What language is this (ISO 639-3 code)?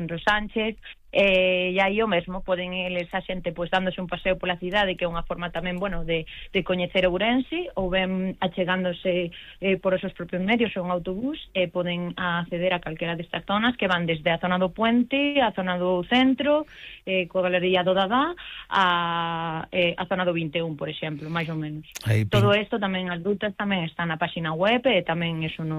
glg